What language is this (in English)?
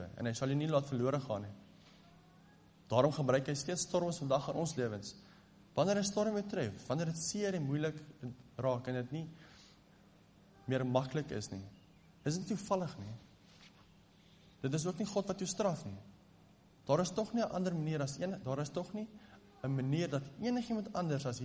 Afrikaans